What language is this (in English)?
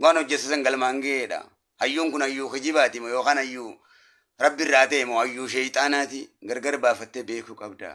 Oromo